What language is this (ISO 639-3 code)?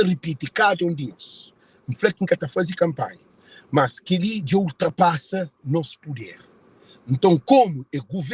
kea